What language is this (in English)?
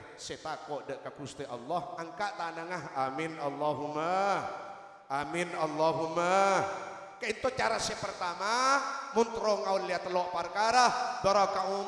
Madurese